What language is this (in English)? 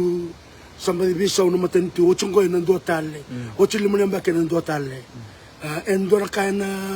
Fijian